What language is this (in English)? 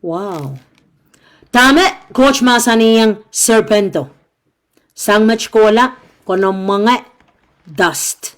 Pohnpeian